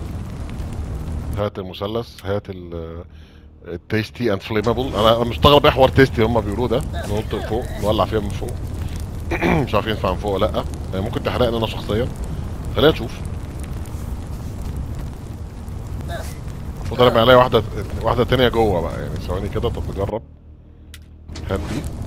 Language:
Egyptian Arabic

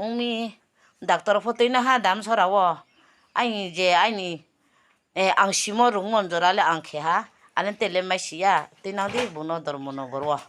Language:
Riang (India)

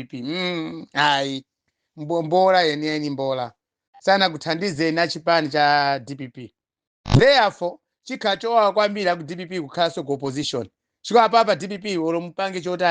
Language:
Nyanja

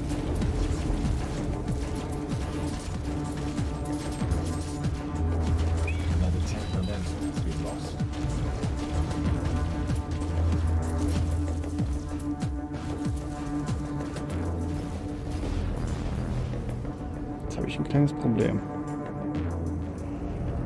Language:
German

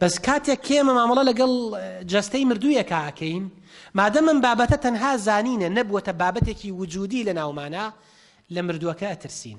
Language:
Central Kurdish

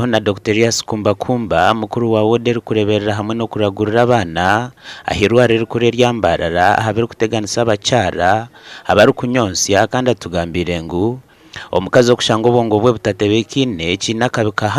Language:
Nyankole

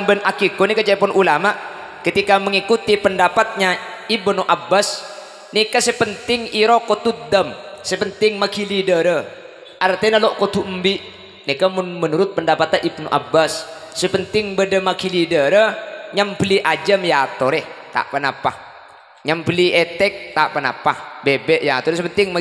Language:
Madurese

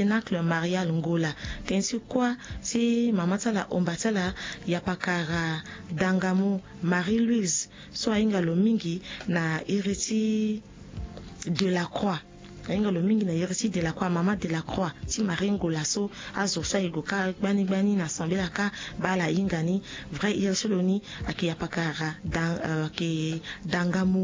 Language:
Sango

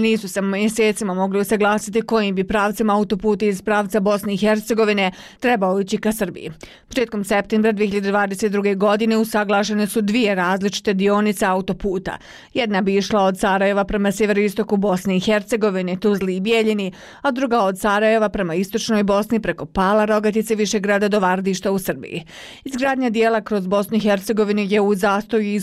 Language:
Bosnian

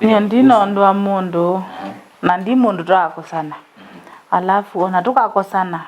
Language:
Kamba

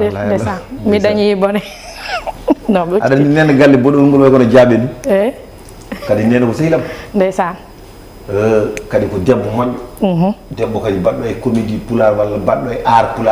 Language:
Fula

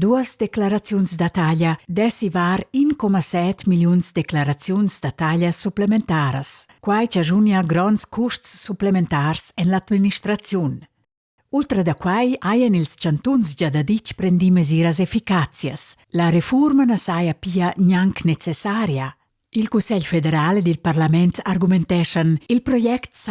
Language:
Romansh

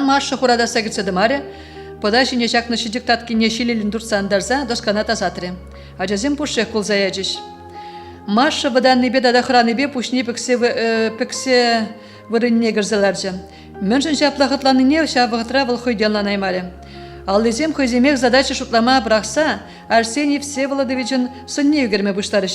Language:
Chuvash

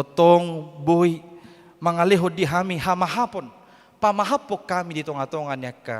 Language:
Batak Toba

